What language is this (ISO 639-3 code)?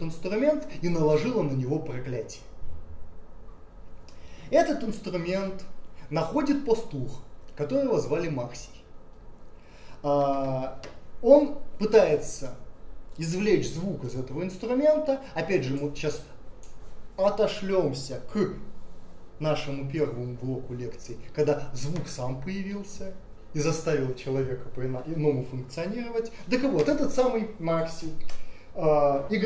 rus